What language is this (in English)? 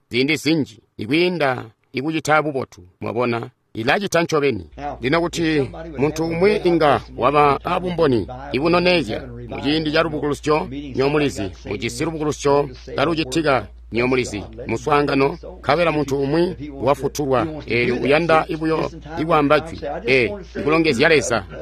Tonga (Zambia)